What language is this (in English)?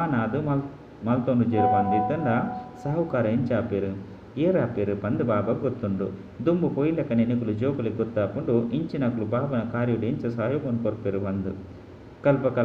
Tulu